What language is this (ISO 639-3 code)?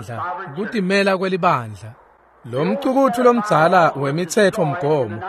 ssw